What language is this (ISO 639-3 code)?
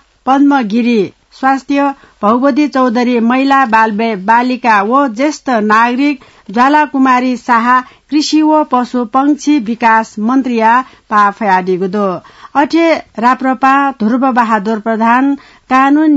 new